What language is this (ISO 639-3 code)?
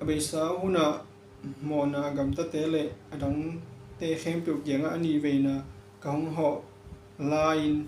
ctd